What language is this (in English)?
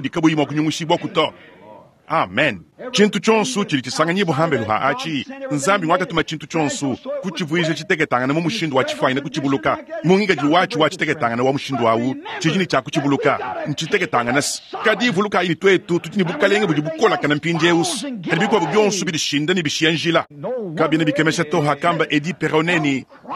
Luba-Lulua